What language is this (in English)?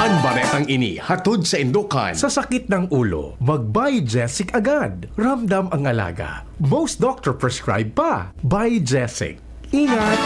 Bikol